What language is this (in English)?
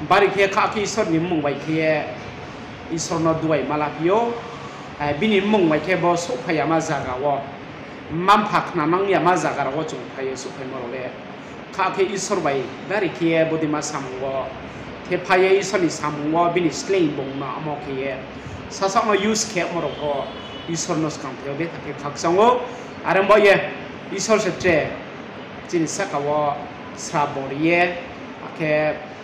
Riang (India)